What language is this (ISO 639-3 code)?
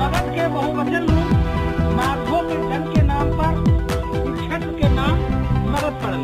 mag